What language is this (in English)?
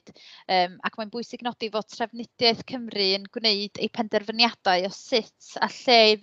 Welsh